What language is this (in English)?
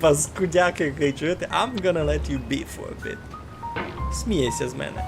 Rusyn